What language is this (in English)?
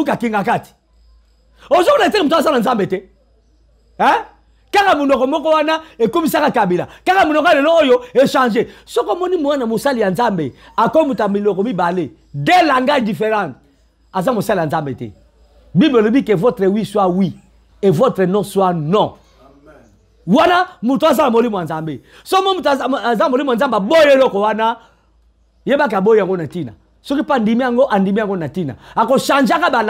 Lingala